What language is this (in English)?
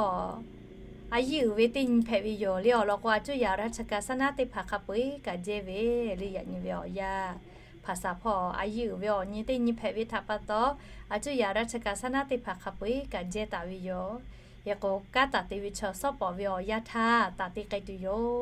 Lahu